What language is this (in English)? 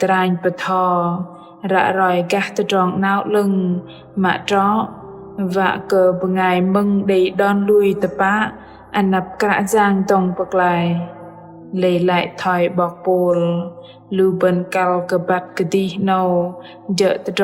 Bahnar